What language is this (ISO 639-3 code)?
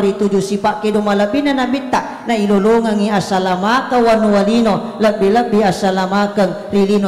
bug